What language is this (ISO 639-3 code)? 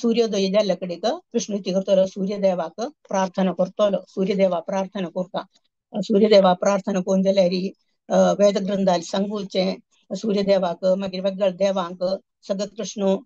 kok